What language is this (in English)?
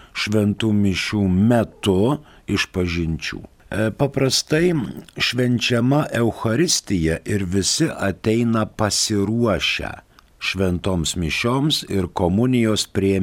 Lithuanian